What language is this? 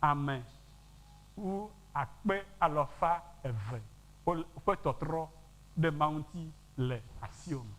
Ewe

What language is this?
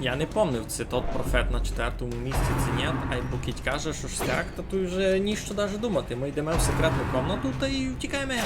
Rusyn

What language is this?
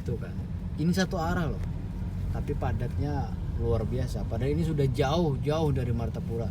Banjar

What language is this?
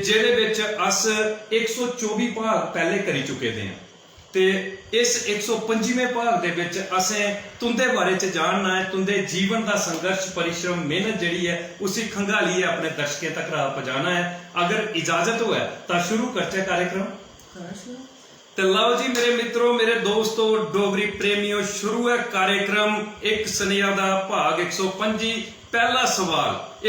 Dogri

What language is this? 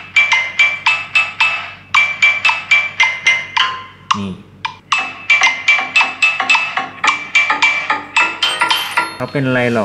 Thai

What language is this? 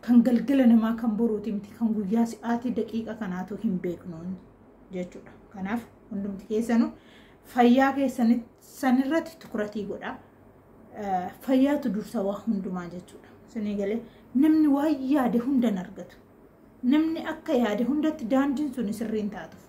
Oromo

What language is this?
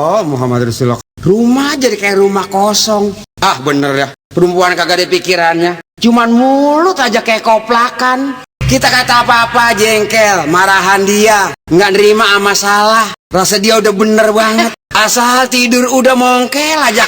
Betawi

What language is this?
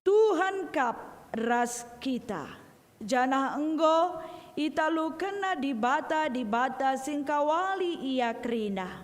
Batak Karo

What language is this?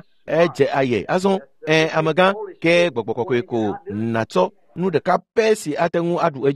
Ewe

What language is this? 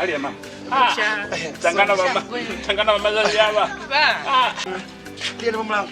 Lozi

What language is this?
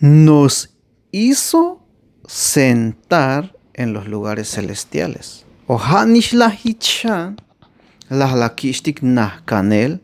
Tzeltal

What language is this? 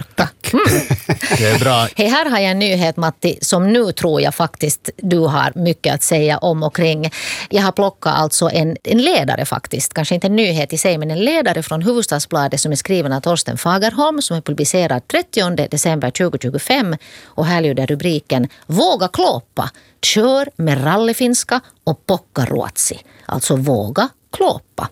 Swedish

